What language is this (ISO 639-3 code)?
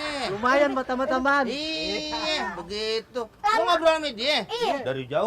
bew